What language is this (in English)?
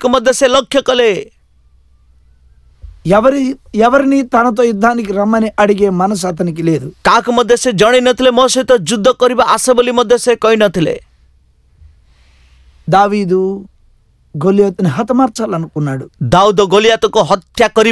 Odia